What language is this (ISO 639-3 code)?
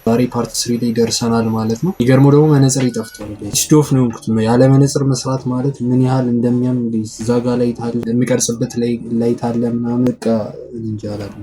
amh